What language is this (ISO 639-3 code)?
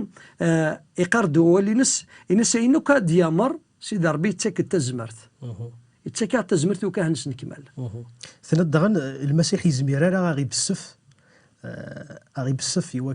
kab